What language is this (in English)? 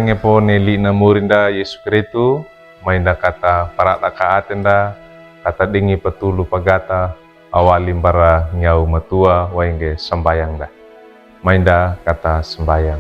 Wejewa